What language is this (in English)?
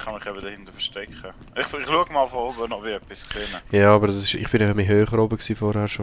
Swiss German